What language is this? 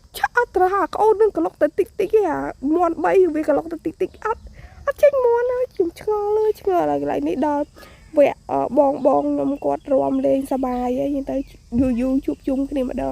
Khmer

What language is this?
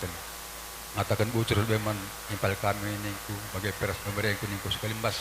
Batak Karo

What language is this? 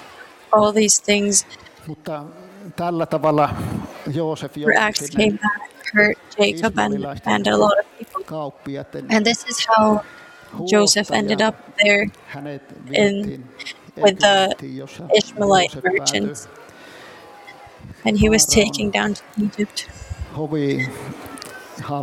Finnish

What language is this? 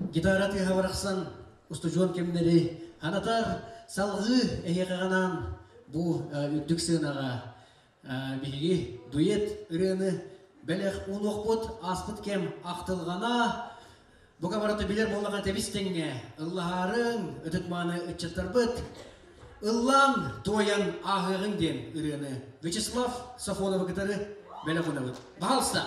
Yakut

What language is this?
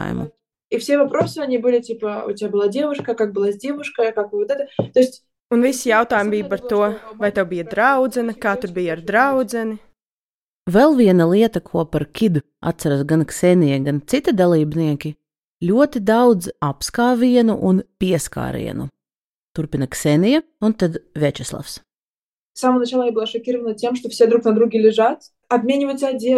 Latvian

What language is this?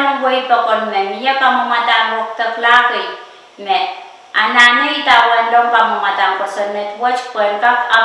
Pohnpeian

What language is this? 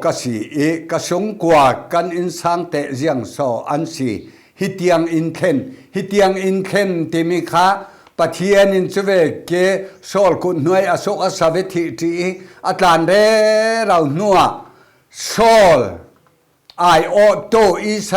Falam Chin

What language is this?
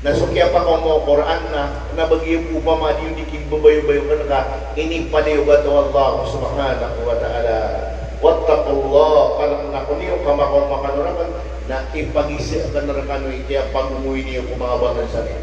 Maranao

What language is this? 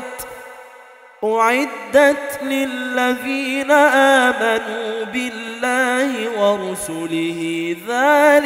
Arabic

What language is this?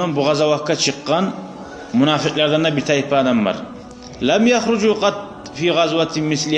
Kumyk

